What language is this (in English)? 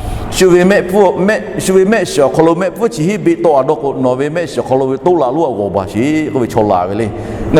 Lahu